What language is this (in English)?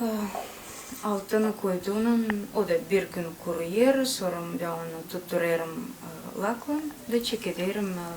Gagauz